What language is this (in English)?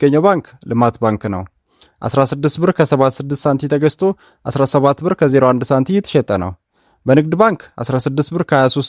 Amharic